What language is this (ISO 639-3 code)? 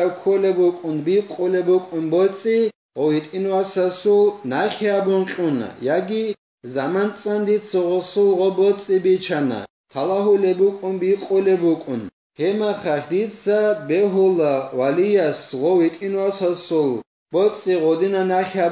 ava